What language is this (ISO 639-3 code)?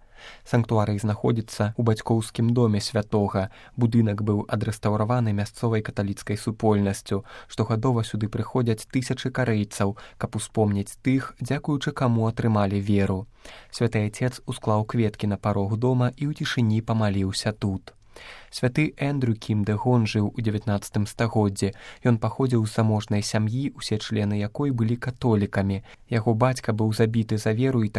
bel